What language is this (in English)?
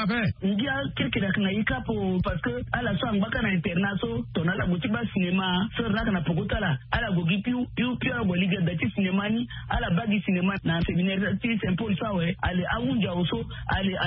Sango